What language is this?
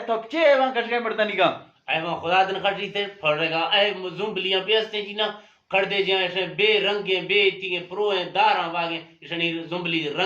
Eastern Balochi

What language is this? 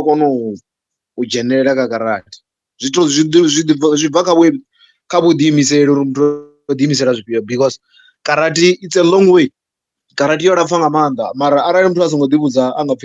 Venda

